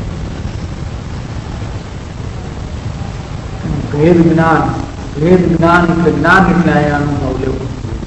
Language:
Gujarati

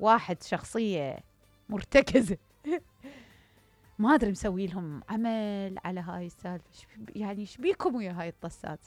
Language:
Mesopotamian Arabic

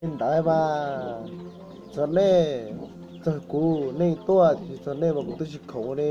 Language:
Hmong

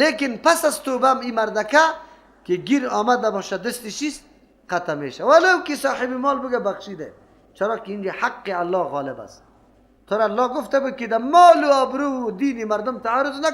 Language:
Persian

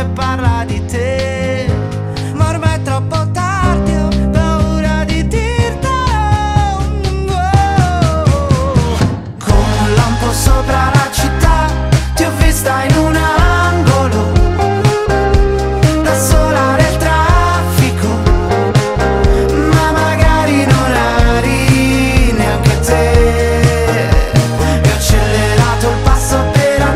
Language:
Italian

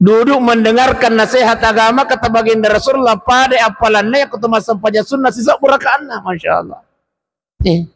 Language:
Buginese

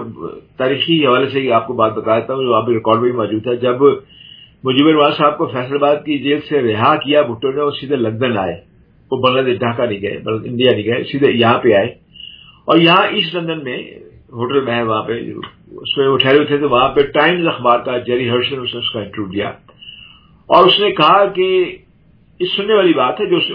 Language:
Urdu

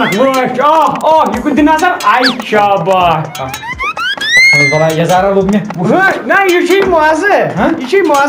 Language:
Kashmiri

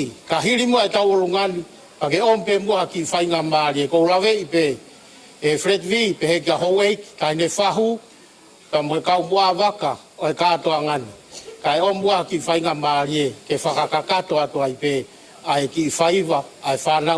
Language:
Tongan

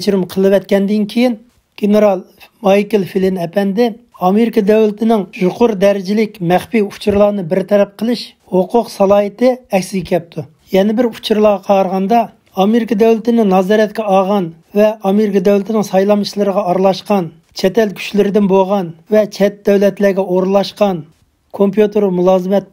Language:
Uyghur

